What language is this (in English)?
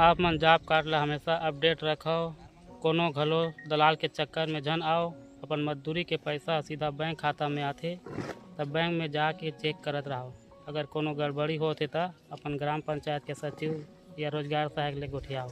Chhattisgarhi